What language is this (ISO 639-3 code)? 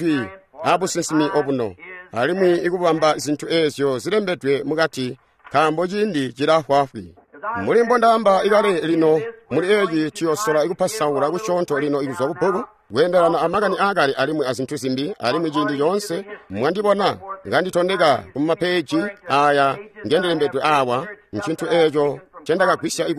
toi